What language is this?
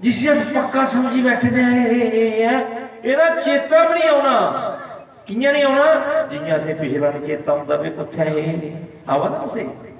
Dogri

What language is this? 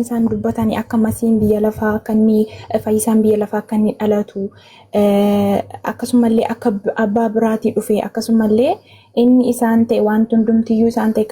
Oromo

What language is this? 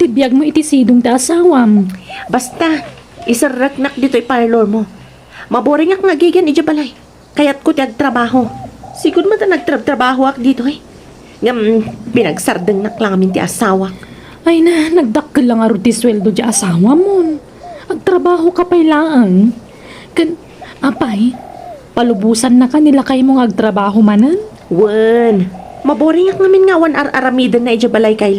Iloko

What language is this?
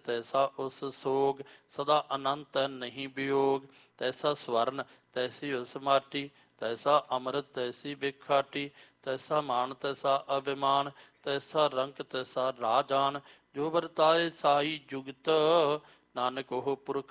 Punjabi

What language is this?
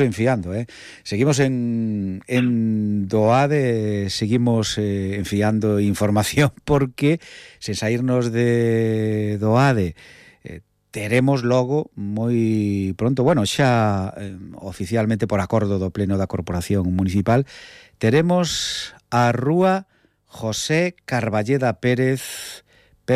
Galician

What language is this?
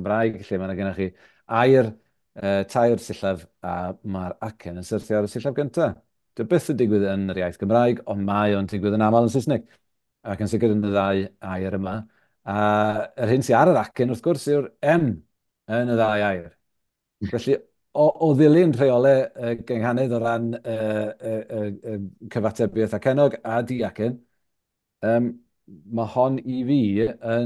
Welsh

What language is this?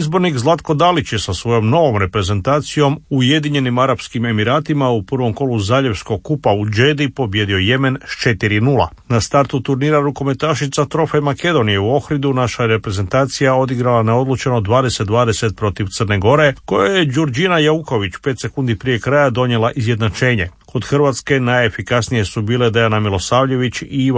Croatian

